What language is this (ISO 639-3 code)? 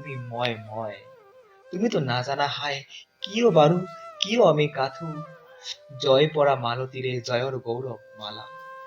asm